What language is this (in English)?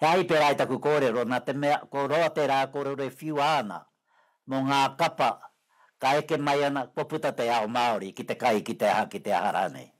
Māori